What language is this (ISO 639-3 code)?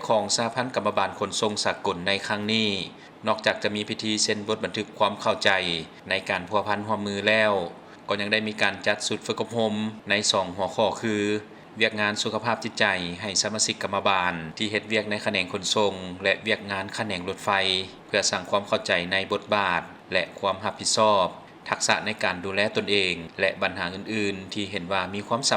lao